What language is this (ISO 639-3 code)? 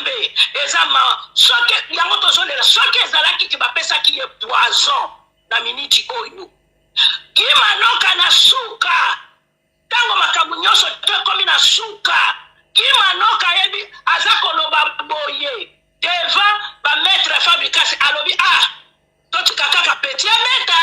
lin